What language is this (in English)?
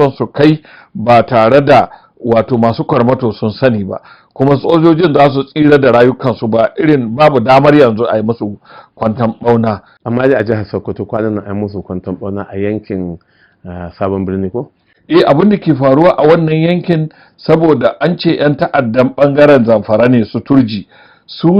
Hausa